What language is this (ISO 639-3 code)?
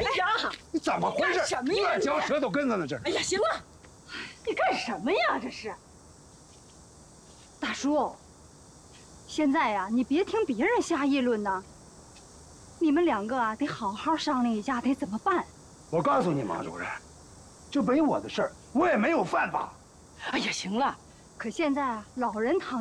zho